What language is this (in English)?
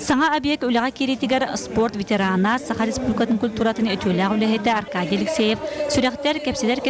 Yakut